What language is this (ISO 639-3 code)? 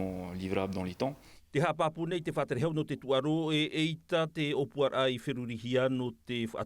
tah